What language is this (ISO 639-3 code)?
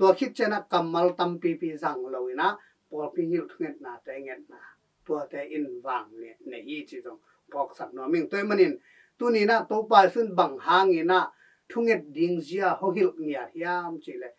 ctd